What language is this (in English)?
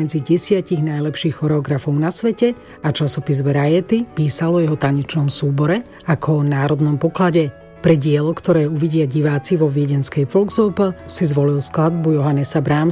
Slovak